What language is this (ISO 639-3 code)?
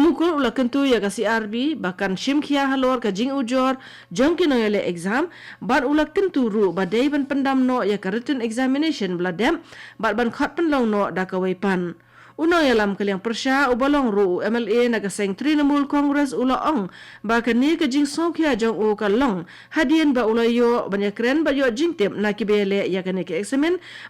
kha